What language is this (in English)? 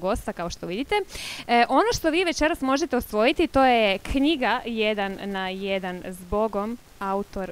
Croatian